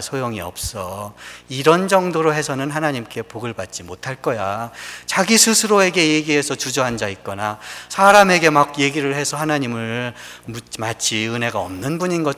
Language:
Korean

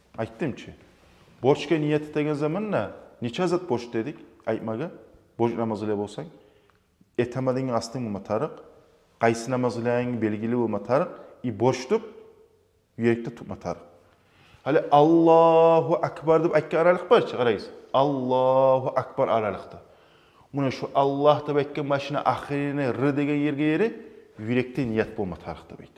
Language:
Kumyk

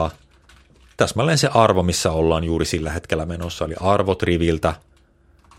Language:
Finnish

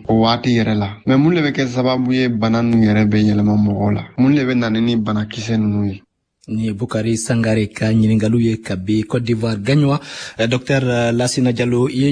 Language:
Bambara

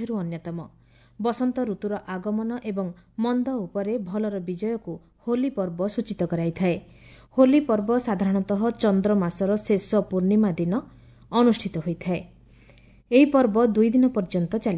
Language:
Odia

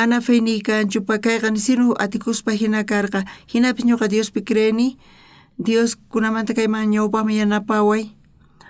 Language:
South Bolivian Quechua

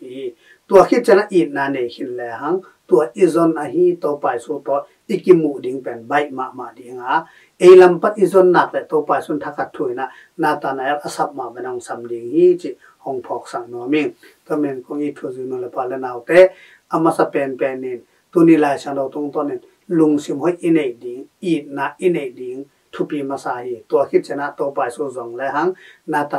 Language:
Tedim Chin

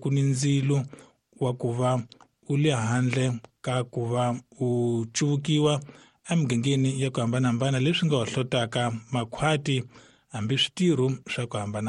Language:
Tsonga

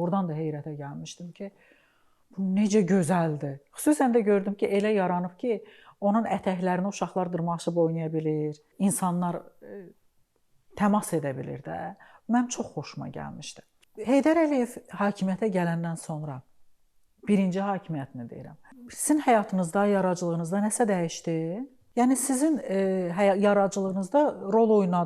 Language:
Azerbaijani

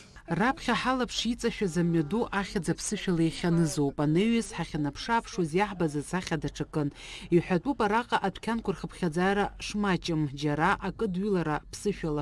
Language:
Abkhazian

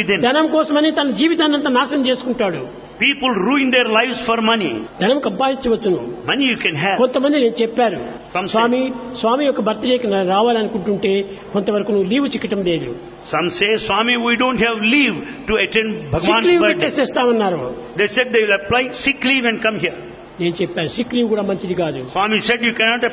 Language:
Telugu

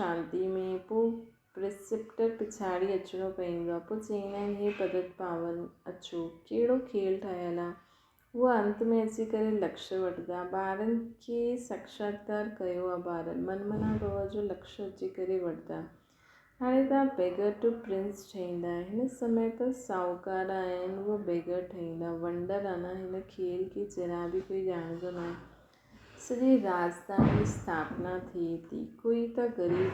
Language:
Sindhi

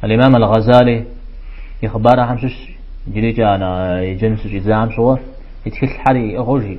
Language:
Kabardian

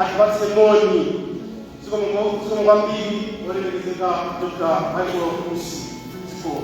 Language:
Nyanja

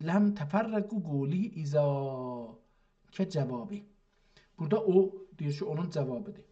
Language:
South Azerbaijani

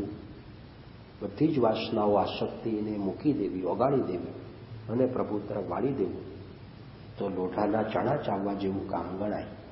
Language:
Gujarati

